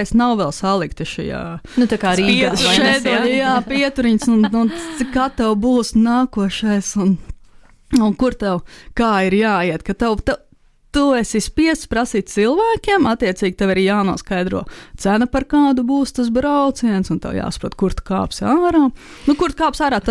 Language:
Latvian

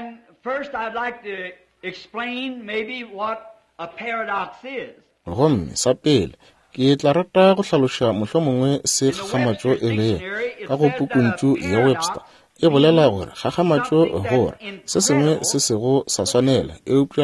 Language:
Northern Sotho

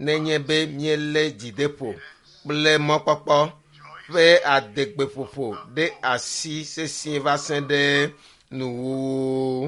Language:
Ewe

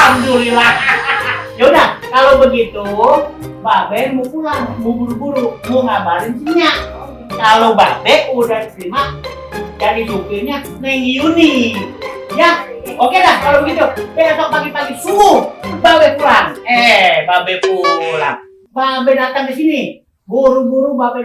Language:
Betawi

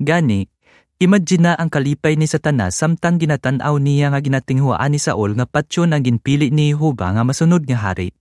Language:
Hiligaynon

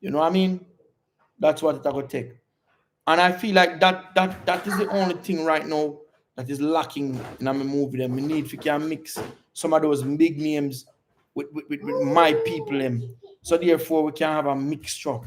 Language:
Jamaican Creole English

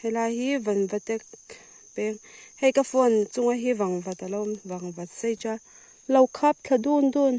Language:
Mizo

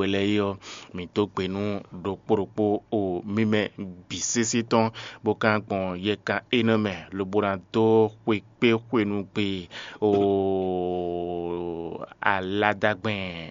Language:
Fon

